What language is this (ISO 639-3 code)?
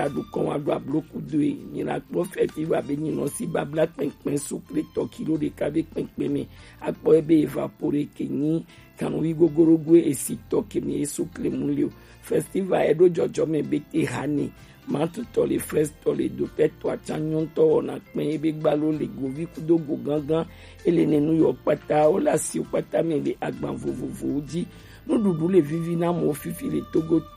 gej